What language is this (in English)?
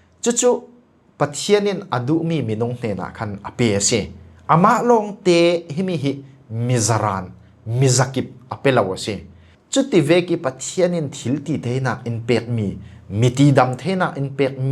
Falam Chin